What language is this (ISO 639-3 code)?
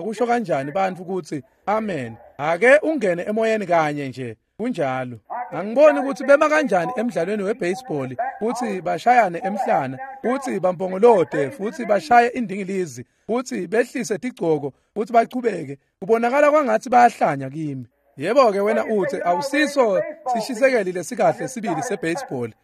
ssw